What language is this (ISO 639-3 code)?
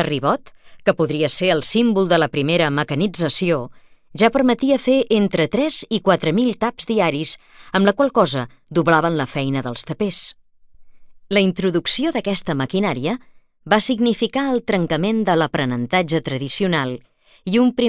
cat